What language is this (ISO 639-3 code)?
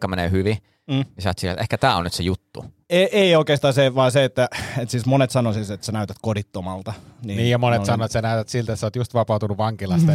fin